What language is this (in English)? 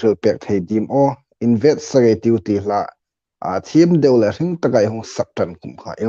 Hmar